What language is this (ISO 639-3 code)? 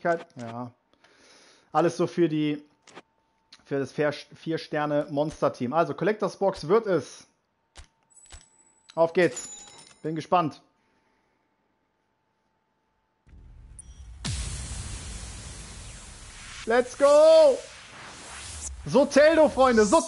deu